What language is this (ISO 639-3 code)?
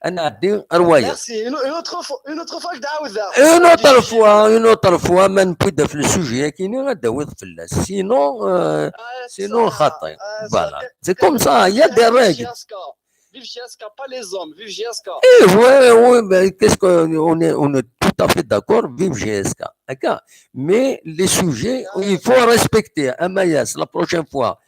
kab